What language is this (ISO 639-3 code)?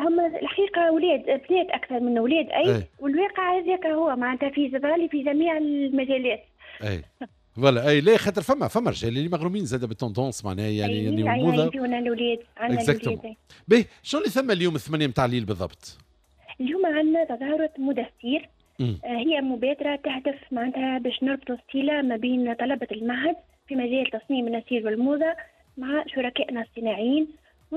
aeb